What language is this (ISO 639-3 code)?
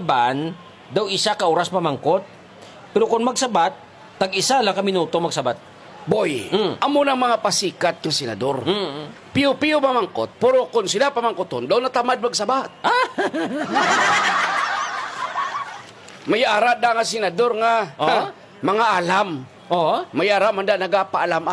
hil